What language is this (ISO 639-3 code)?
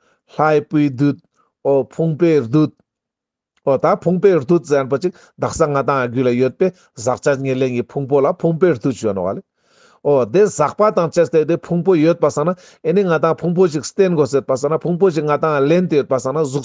lbj